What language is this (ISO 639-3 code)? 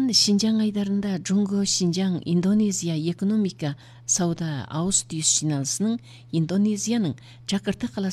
kaz